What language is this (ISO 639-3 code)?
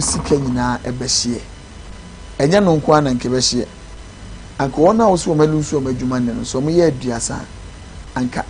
aka